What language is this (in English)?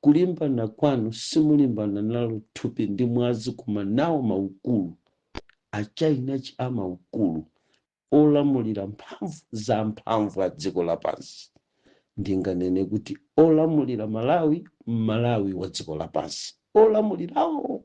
Nyanja